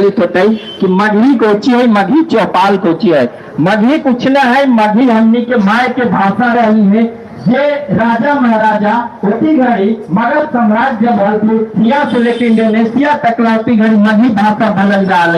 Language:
Magahi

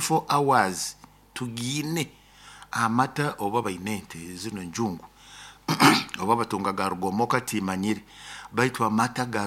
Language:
Nyoro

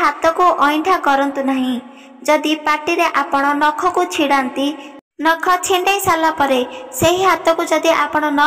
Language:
Odia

